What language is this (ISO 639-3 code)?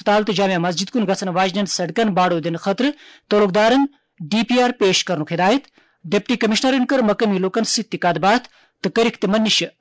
kas